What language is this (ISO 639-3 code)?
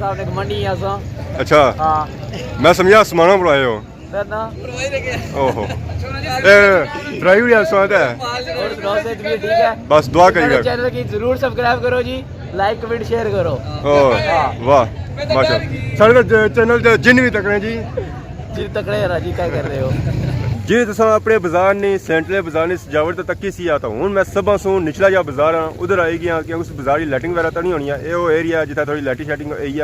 phr